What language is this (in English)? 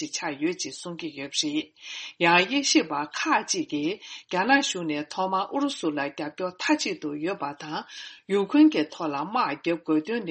Tibetan